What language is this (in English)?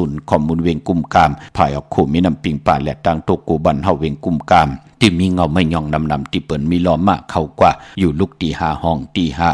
Shan